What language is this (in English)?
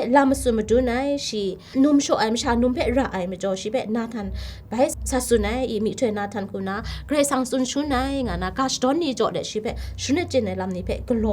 Kachin